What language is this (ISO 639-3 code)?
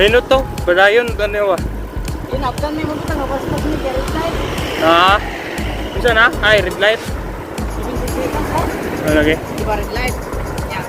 ceb